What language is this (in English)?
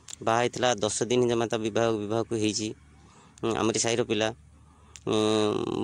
Odia